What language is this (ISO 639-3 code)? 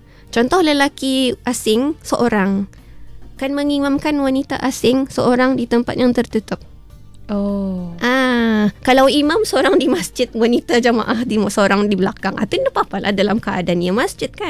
msa